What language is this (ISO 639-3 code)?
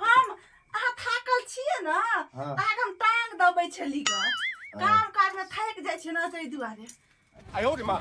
mai